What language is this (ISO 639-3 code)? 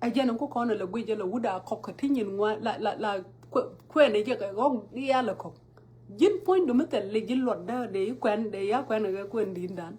nus